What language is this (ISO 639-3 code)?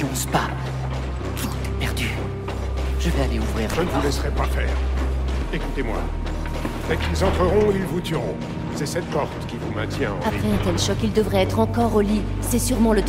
fra